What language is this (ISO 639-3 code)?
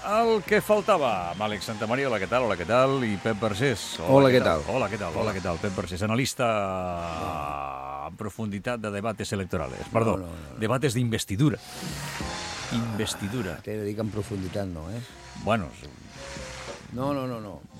cat